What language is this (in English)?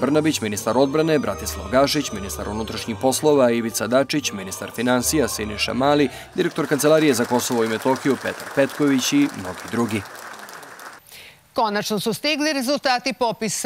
Serbian